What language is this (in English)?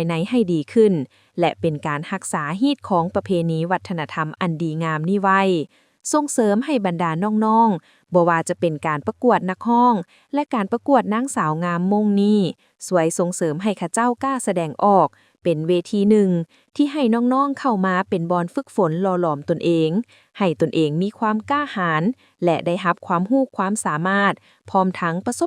Lao